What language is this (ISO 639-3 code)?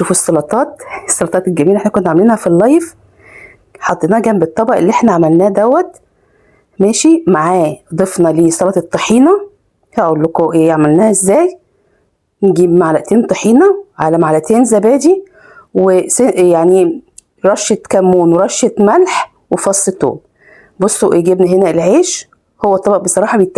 arz